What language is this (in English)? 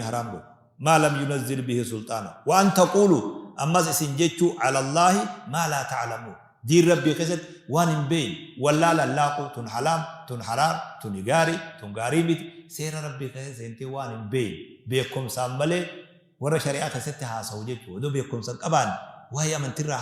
Oromo